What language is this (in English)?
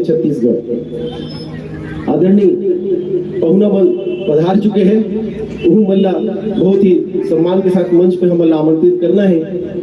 Chhattisgarhi